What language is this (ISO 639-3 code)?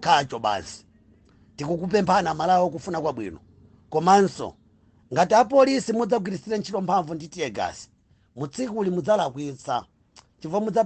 nya